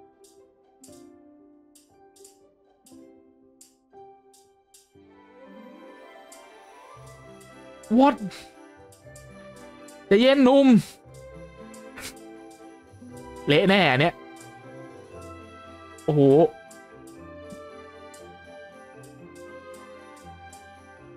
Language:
Thai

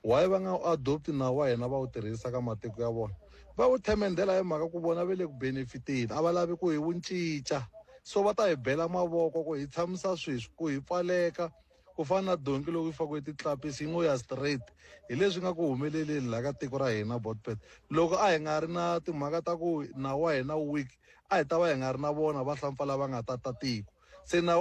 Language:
Tsonga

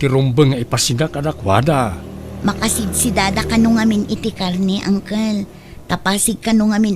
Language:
Iloko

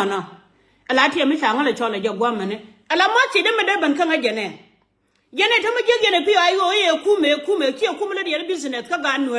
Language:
Nuer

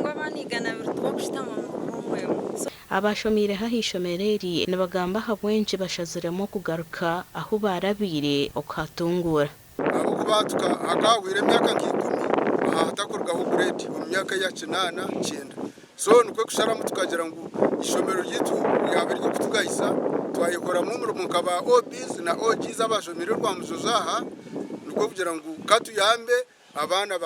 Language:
Nyankole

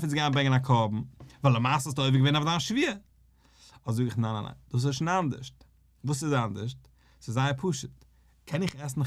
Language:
Yiddish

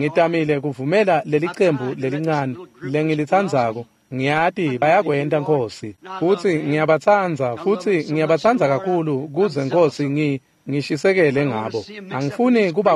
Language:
Swati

